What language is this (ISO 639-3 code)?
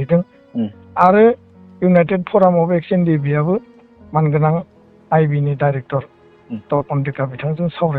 brx